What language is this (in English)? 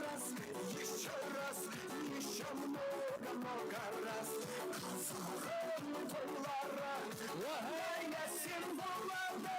Kara-Kalpak